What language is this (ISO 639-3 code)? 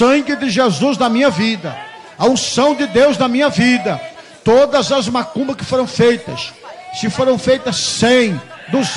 por